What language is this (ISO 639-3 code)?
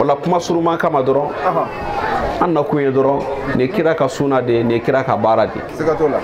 bam